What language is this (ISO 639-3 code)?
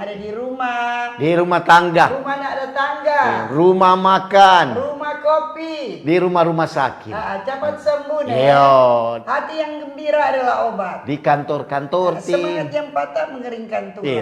xmm